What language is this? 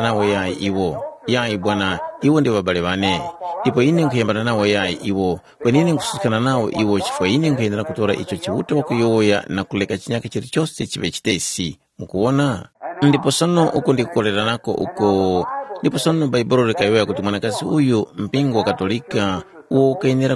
Tumbuka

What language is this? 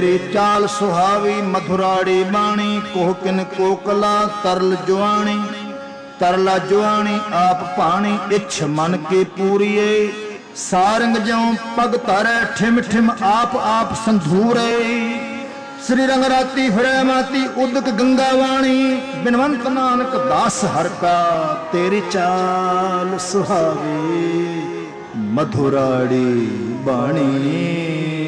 Punjabi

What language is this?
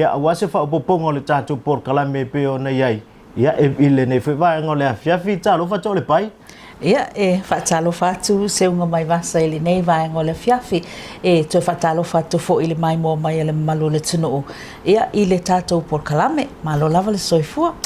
Samoan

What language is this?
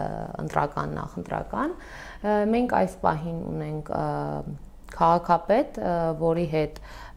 Armenian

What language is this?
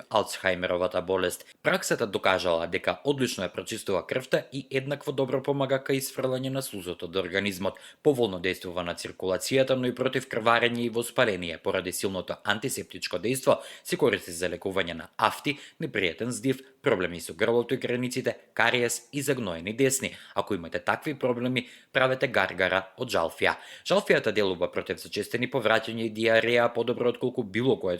Macedonian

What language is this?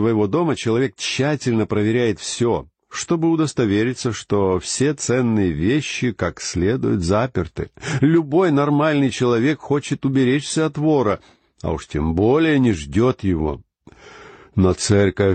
Russian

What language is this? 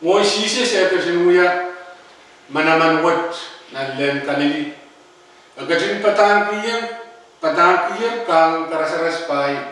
Pohnpeian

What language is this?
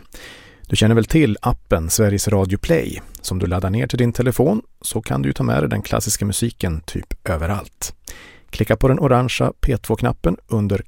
Swedish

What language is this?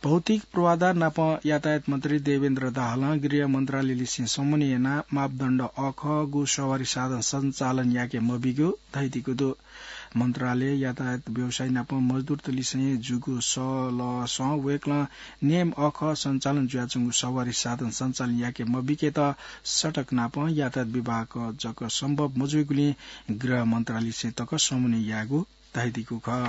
Newari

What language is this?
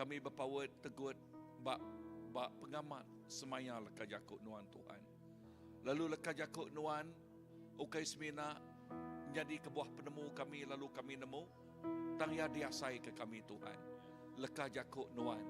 Iban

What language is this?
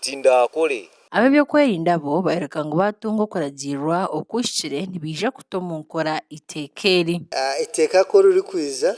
Nyankole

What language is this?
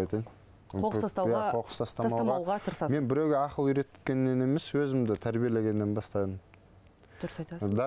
Kazakh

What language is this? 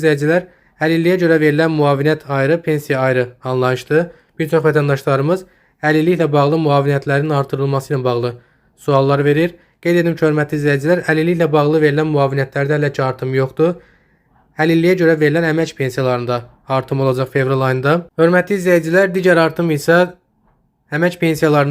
Azerbaijani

